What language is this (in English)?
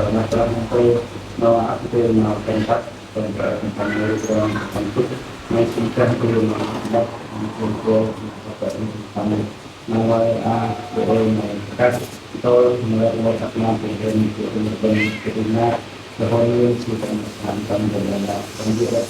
Central Mnong